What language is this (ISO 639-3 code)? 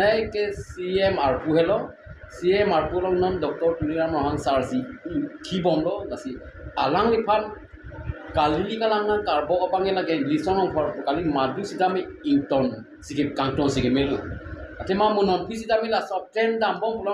mjw